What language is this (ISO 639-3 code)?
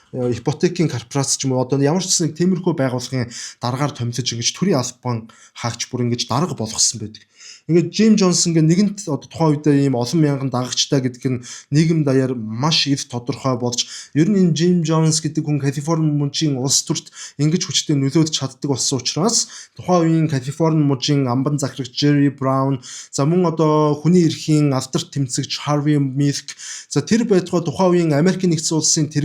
mon